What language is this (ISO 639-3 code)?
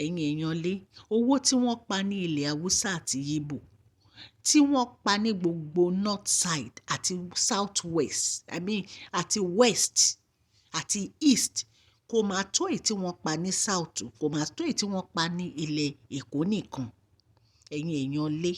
yor